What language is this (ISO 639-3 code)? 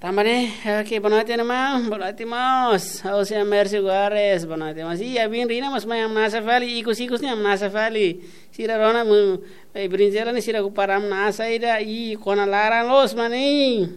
tet